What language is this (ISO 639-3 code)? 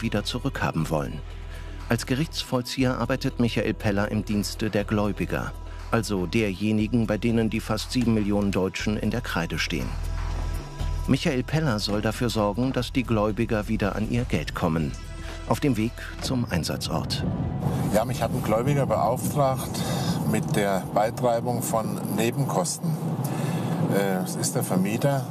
deu